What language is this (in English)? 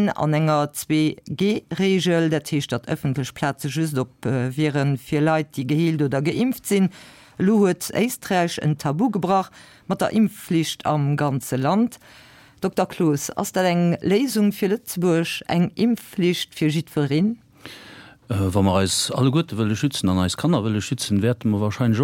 Luxembourgish